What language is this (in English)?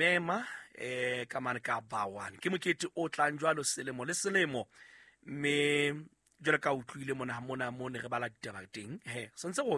Southern Sotho